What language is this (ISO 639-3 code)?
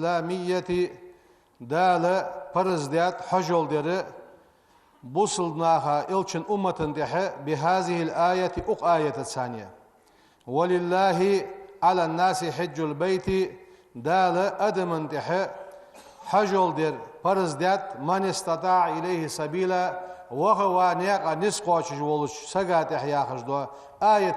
inh